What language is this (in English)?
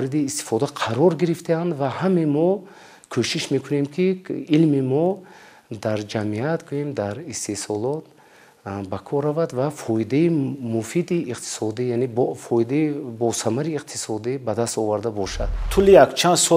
Tajik